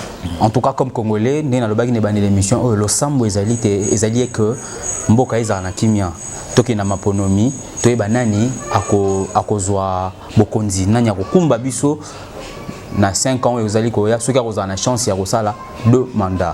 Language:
Lingala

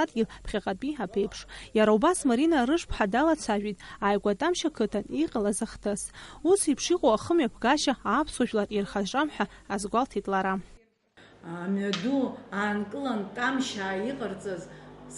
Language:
Abkhazian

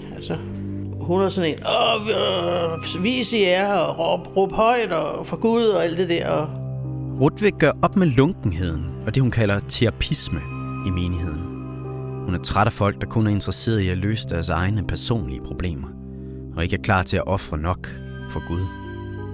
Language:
Danish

